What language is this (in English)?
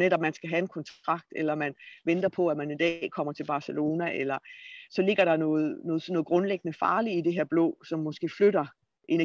Danish